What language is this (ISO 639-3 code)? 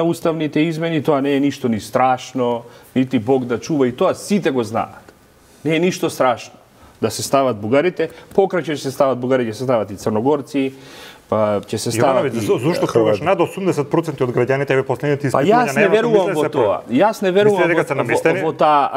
mkd